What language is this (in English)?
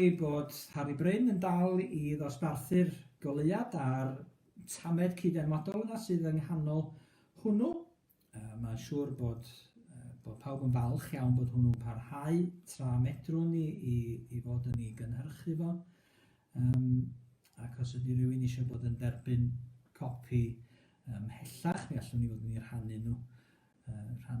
Welsh